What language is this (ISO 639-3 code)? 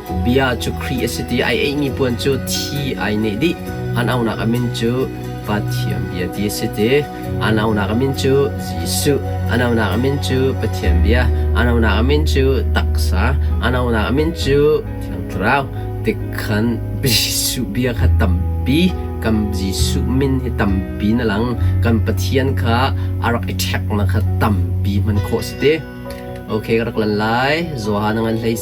cnh